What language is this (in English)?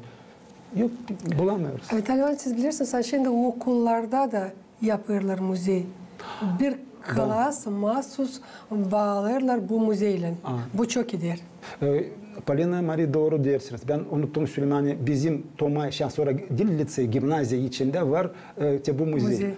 Gagauz